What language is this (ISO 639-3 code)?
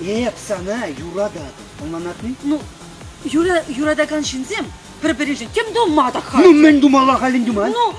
chv